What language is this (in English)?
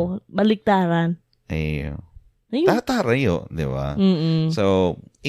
Bikol